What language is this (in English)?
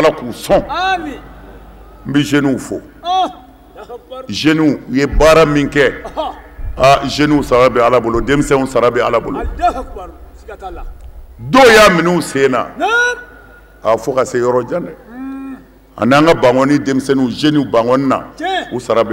Bambara